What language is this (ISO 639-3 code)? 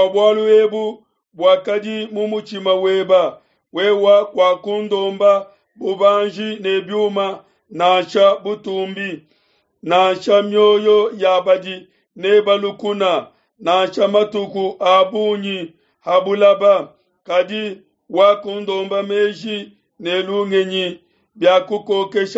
lua